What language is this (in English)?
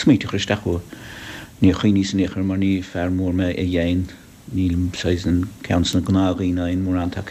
Irish